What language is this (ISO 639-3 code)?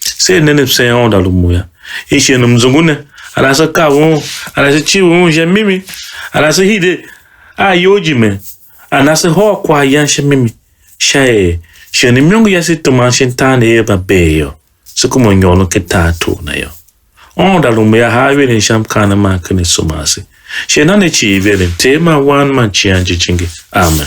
tiv